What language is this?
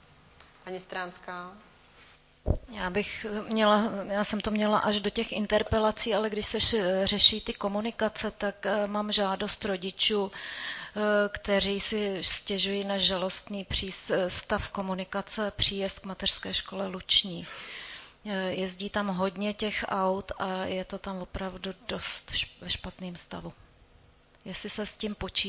Czech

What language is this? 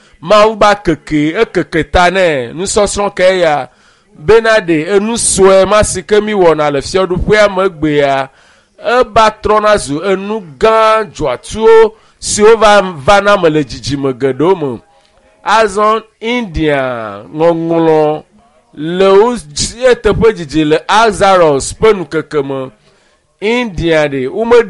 Ewe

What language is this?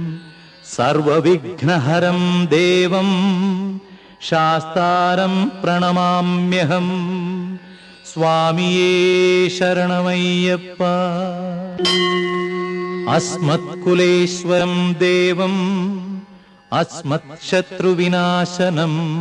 Malayalam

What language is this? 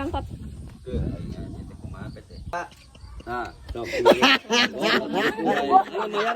Sundanese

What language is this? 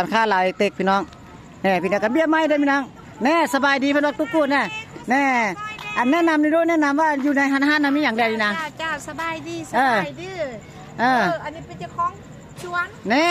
Lao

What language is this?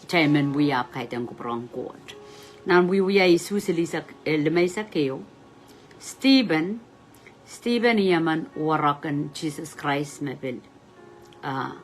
Pohnpeian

